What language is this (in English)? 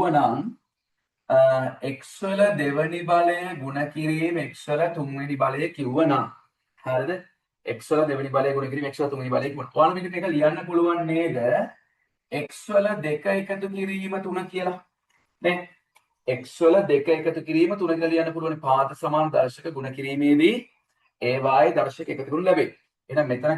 Sinhala